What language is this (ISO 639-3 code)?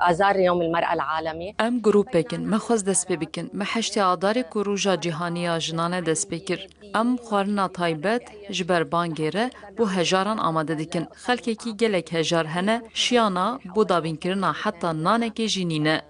kur